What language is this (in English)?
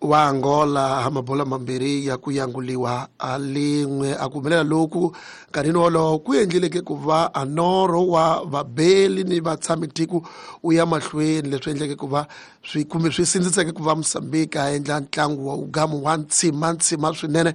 Tsonga